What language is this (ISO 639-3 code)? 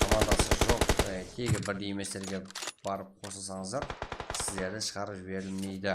kaa